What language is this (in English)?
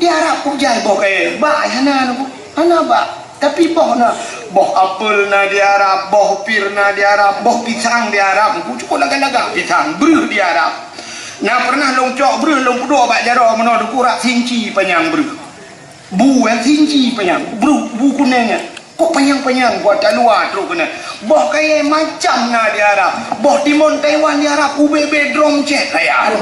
Achinese